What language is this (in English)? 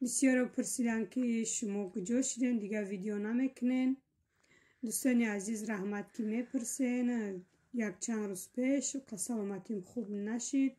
Tajik